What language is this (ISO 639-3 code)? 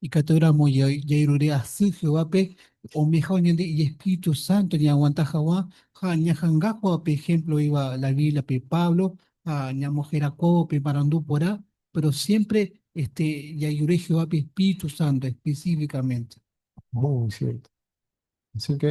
grn